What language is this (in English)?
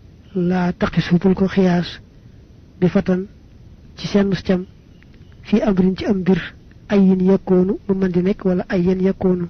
Wolof